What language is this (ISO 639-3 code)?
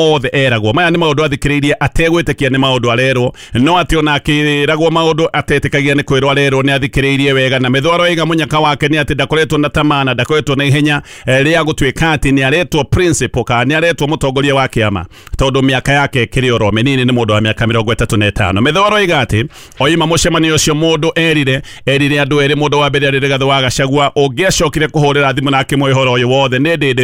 kik